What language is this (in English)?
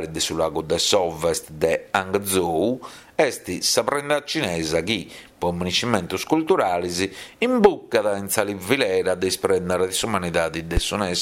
Sardinian